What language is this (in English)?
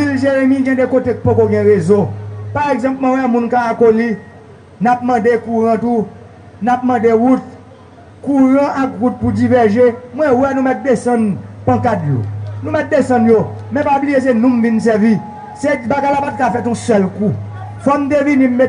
Haitian Creole